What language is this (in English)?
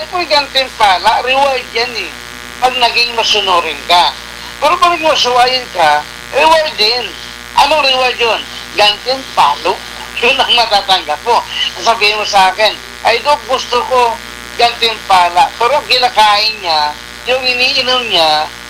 Filipino